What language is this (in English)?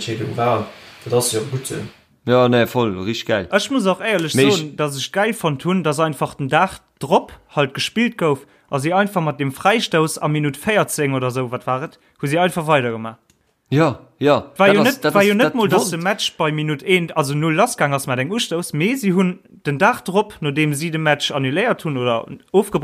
Luxembourgish